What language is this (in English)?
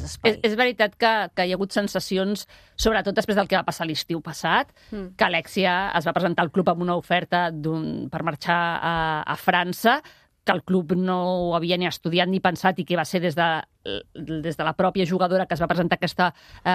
Catalan